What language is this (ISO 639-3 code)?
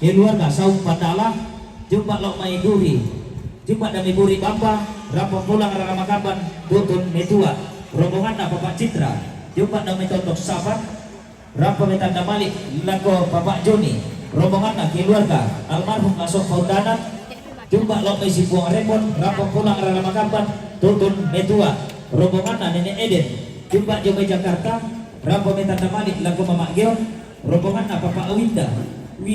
sda